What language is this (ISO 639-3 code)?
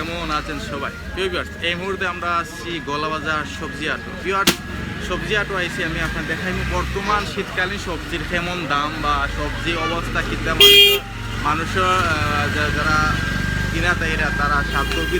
syl